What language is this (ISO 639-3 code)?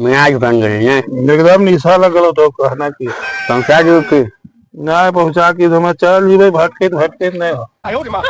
mag